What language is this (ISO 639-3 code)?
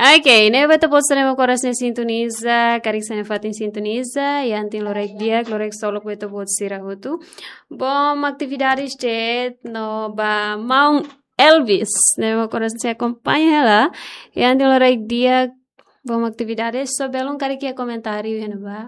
tet